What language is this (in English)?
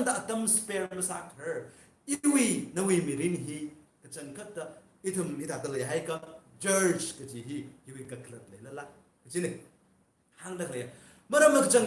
Tangkhul Naga (India)